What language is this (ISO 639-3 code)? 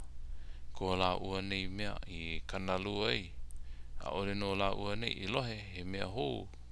haw